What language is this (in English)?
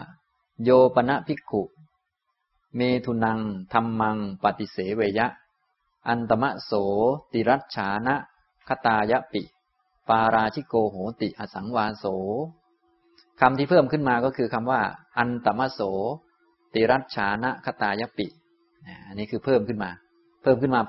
Thai